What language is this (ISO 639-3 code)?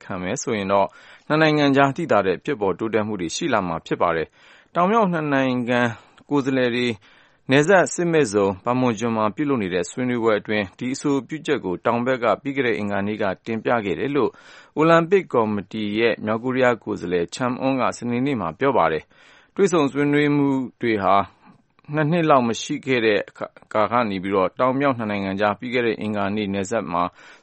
mya